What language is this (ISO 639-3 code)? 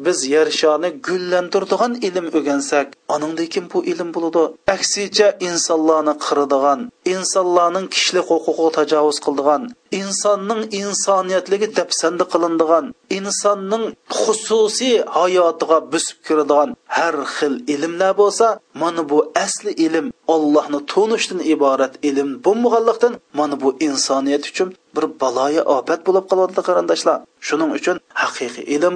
uig